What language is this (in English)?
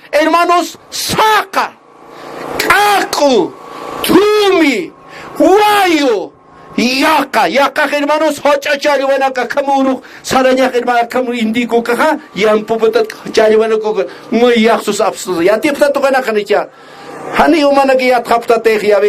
Aymara